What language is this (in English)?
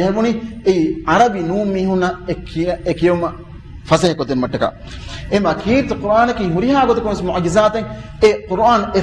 Divehi